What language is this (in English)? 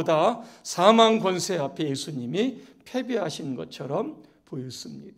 Korean